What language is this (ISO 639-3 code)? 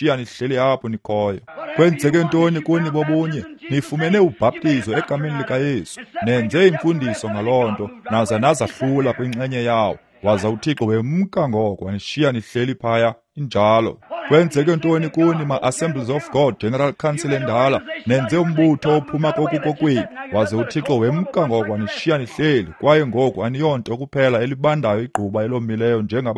xho